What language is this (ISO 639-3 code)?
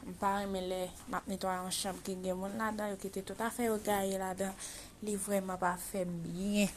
hat